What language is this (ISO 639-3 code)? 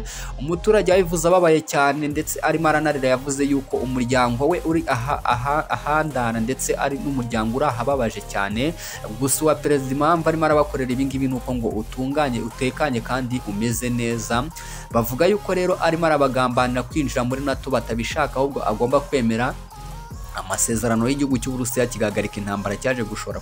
kin